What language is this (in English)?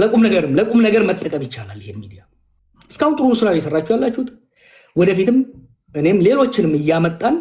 Amharic